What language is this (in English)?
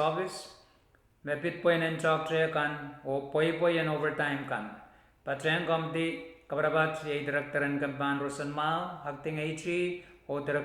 Pohnpeian